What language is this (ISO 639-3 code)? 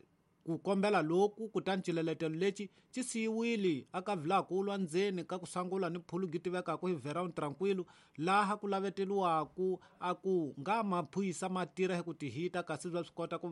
tso